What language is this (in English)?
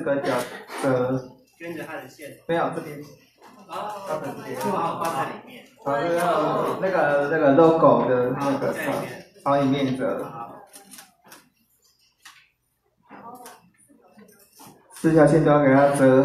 Chinese